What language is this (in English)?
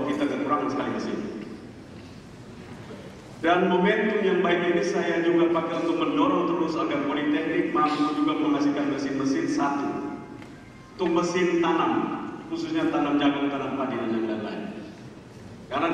Indonesian